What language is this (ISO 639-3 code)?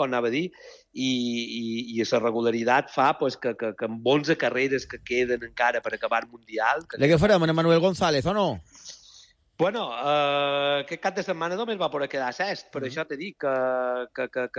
cat